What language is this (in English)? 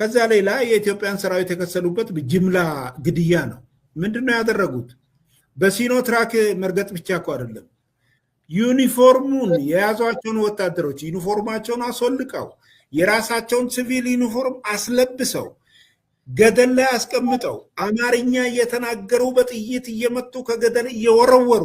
Amharic